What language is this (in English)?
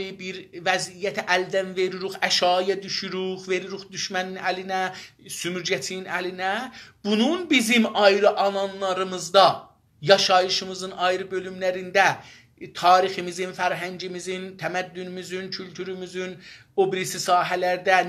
South Azerbaijani